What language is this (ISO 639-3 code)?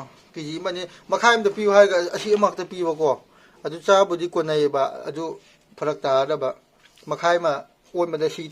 mni